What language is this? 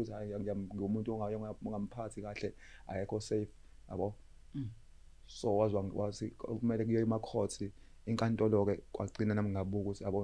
Zulu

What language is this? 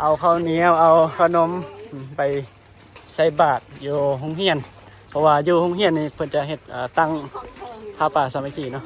Northeastern Thai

